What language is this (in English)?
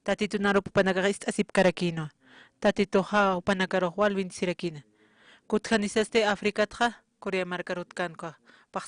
Aymara